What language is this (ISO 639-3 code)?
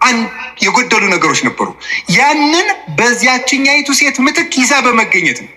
amh